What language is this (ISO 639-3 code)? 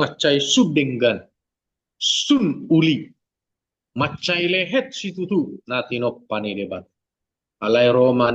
bbc